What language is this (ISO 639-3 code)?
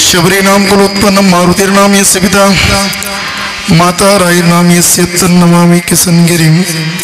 mar